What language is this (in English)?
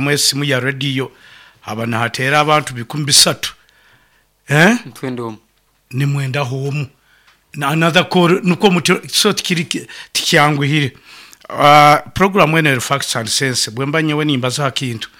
Nyoro